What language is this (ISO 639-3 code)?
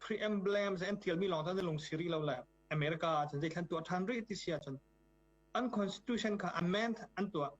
cnh